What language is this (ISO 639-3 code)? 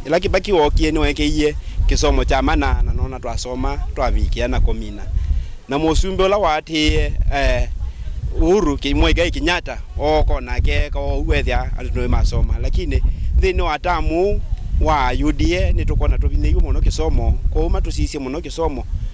kam